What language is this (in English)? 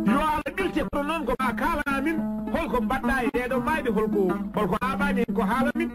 Fula